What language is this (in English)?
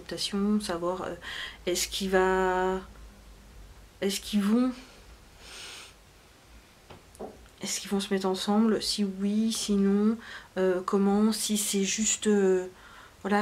French